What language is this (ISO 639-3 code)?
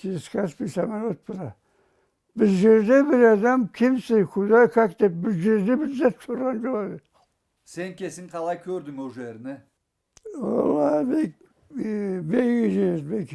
krc